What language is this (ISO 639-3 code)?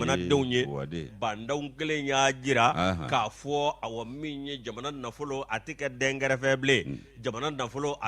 bam